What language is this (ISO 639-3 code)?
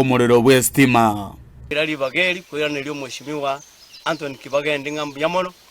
guz